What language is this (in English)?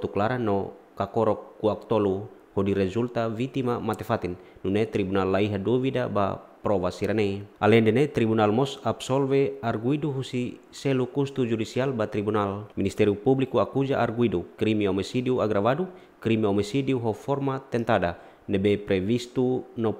Tetum